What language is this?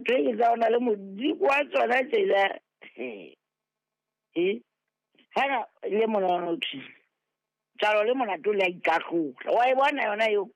Southern Sotho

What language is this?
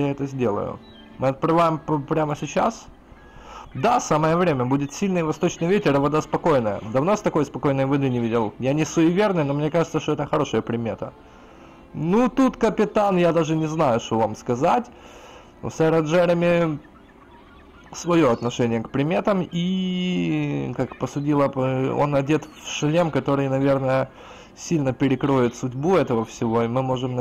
Russian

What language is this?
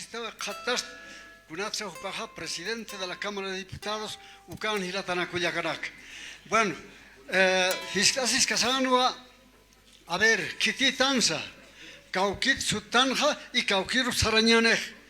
Aymara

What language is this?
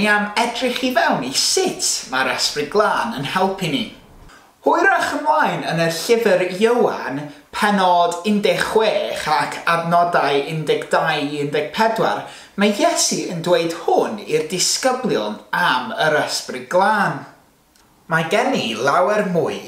Welsh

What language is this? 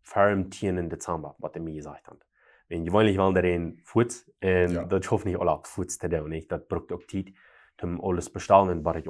Plautdietsch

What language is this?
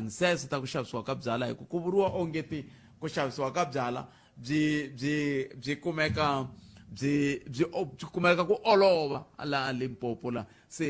Tsonga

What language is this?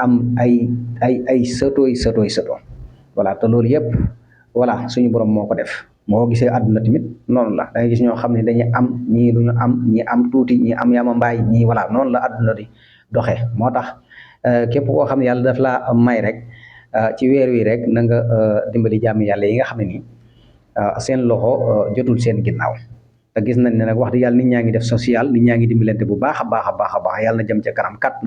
Wolof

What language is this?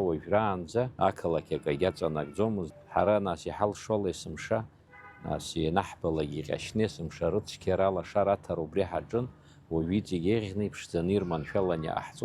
Abkhazian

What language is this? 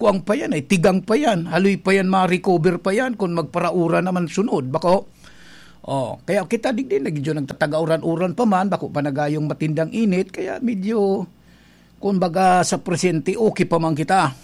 Bikol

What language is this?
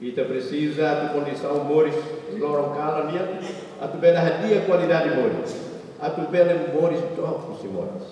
Tetum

